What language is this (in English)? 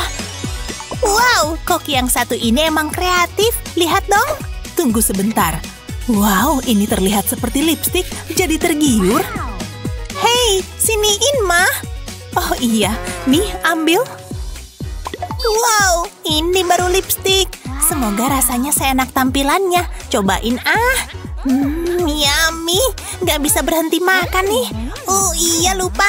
Indonesian